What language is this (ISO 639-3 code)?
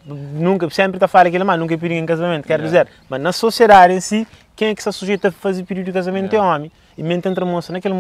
kea